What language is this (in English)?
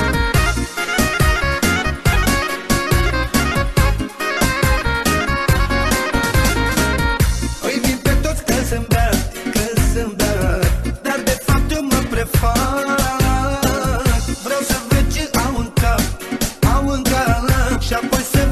Romanian